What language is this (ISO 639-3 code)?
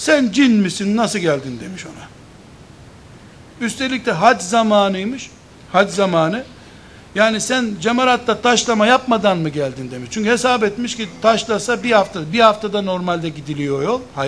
tur